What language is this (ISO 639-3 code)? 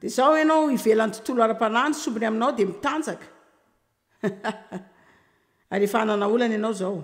mlg